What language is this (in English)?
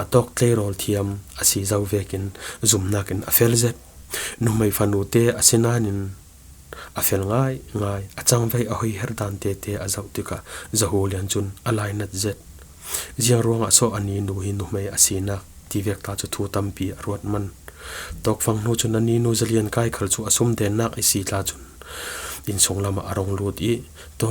Falam Chin